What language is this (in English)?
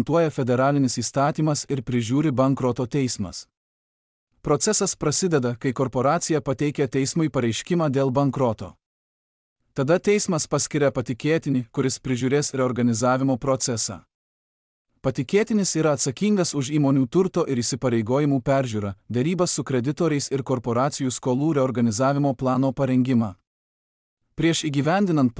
Lithuanian